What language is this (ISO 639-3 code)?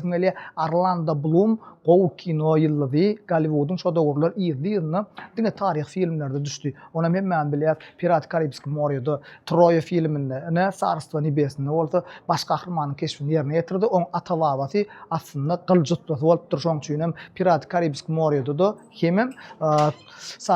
tuk